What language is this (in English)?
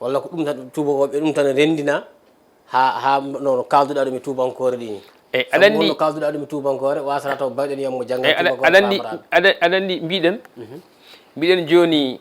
Fula